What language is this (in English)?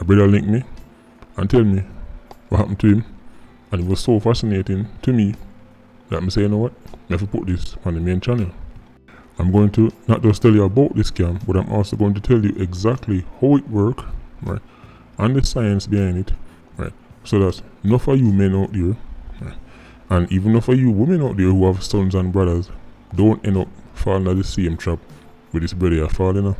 Jamaican Creole English